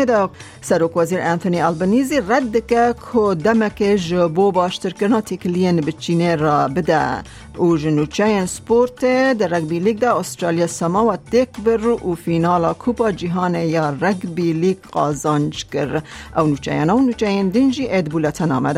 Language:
Kurdish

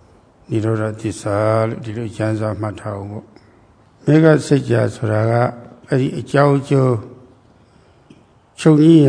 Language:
Burmese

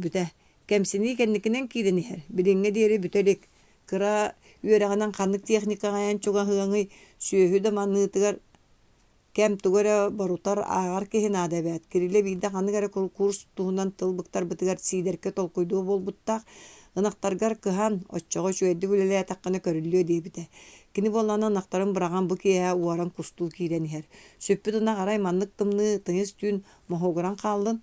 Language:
Yakut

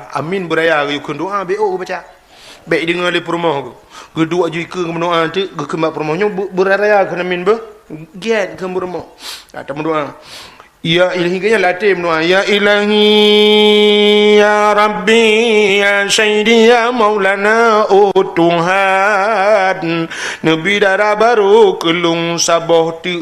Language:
Achinese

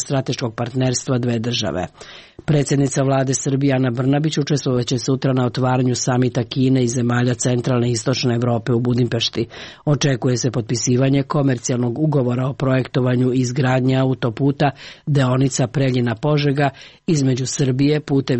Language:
Serbian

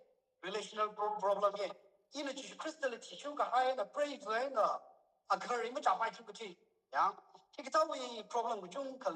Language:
Tangkhul Naga (India)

